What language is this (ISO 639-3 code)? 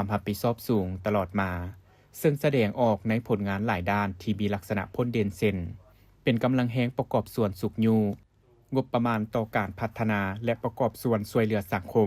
lao